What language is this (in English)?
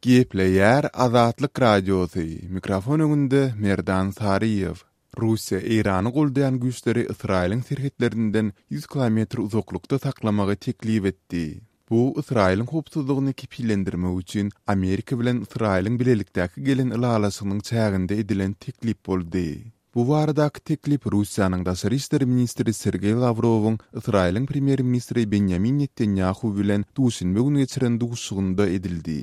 Turkmen